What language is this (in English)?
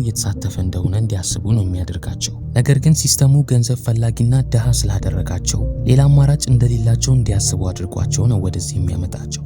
Amharic